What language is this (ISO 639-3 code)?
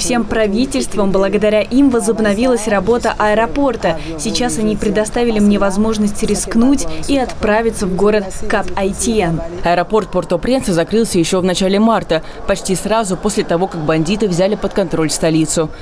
rus